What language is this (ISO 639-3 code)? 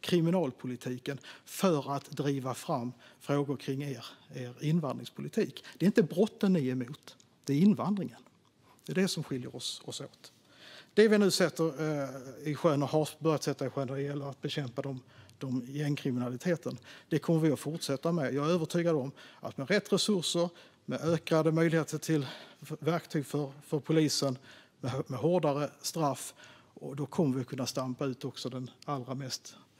swe